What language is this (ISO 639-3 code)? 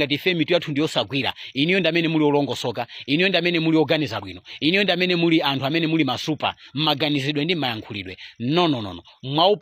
nya